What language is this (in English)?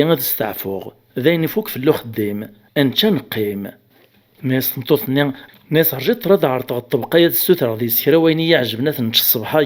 Kabyle